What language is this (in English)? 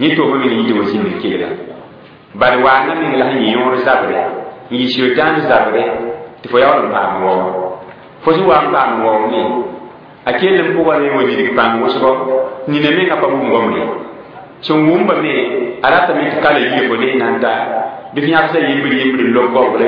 Mossi